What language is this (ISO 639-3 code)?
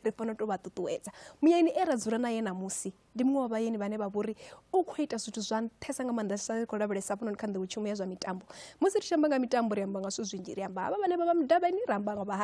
ven